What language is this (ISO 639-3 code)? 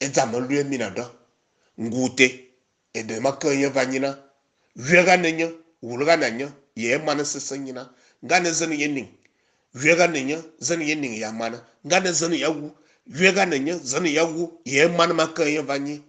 fan